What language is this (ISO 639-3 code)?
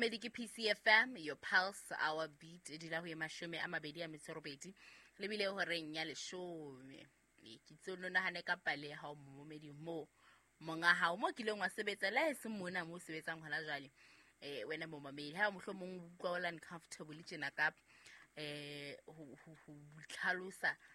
sot